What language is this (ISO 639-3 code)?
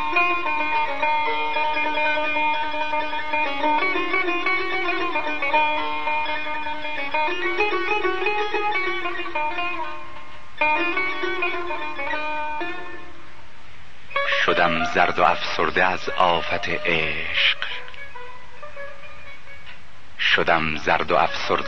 fas